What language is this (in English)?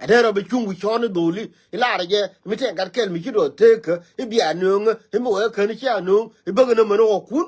Nuer